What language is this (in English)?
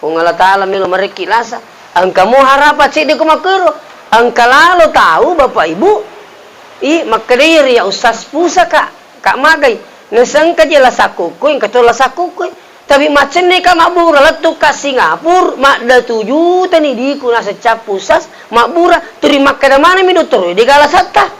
Buginese